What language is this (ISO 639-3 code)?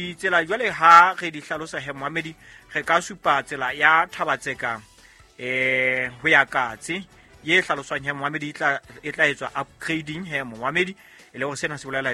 sot